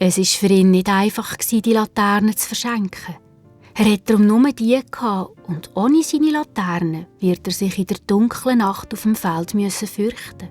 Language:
Swiss German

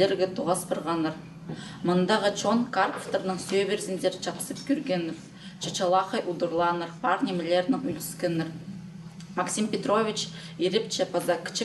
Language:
Khakas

